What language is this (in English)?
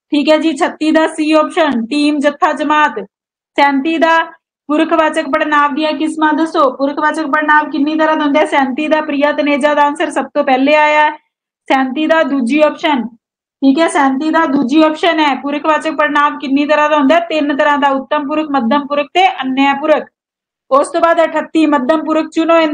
Punjabi